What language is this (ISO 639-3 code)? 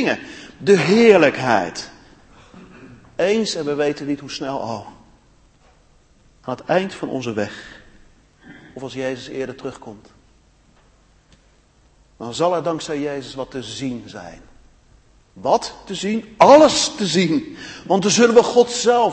nld